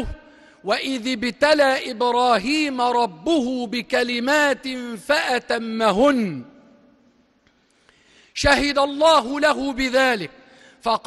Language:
Egyptian Arabic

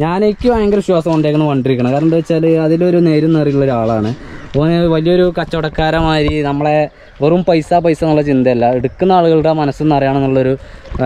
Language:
Malayalam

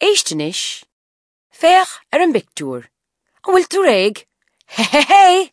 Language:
Irish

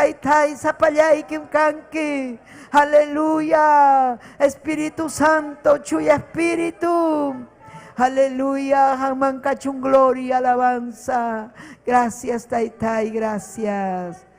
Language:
Ayacucho Quechua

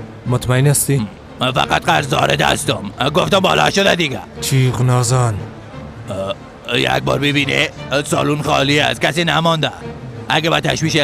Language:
Persian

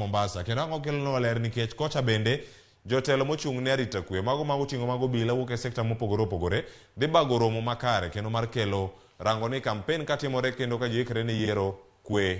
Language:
Luo (Kenya and Tanzania)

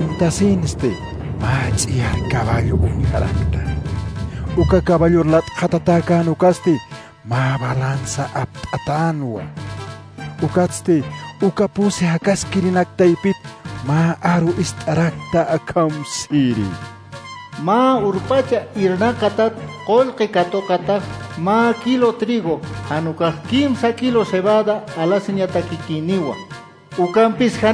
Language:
Aymara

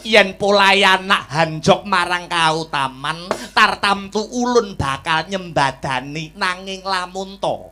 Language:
Javanese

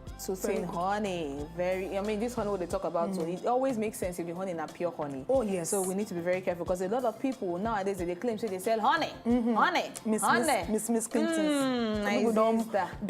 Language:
Nigerian Pidgin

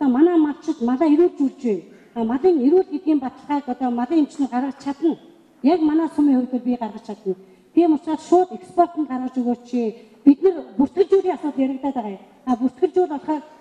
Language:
Mongolian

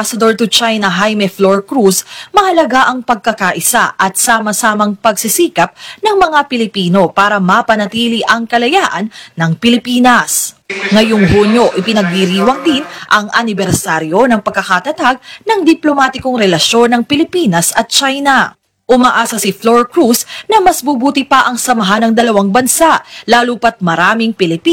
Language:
Filipino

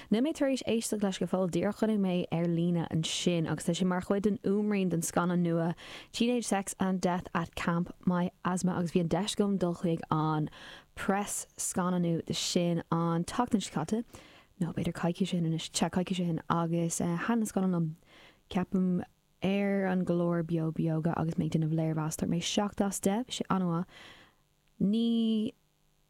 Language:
Irish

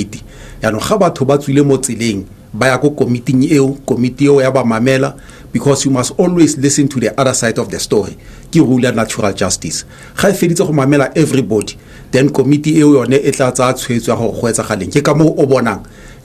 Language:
Tswana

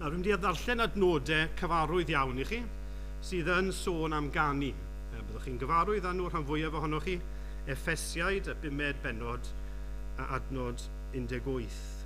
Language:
Welsh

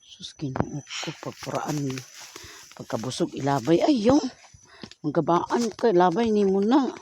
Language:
Cebuano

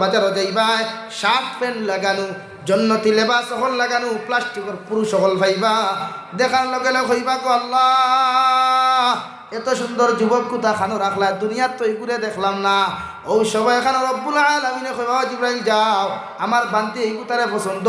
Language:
Sylheti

